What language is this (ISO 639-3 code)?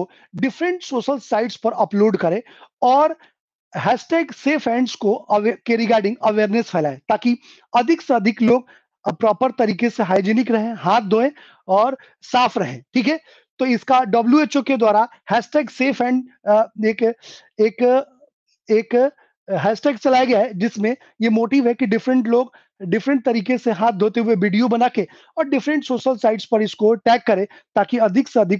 hin